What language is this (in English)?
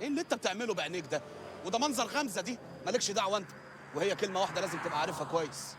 Egyptian Arabic